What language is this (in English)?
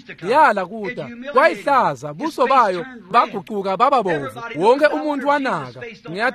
Swati